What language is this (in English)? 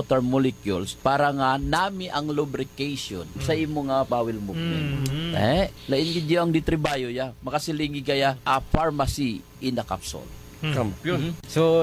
Hiligaynon